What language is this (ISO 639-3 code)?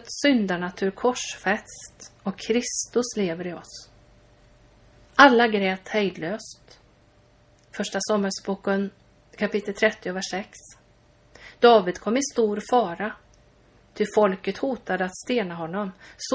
swe